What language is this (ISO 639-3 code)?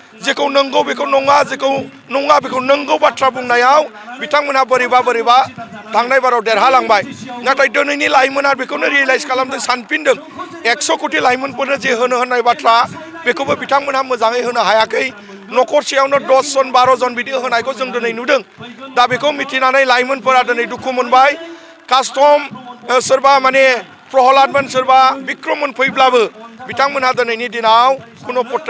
brx